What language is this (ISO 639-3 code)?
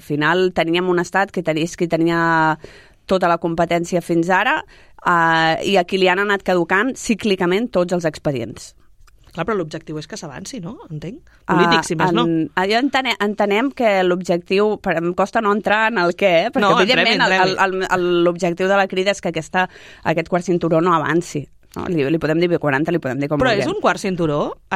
cat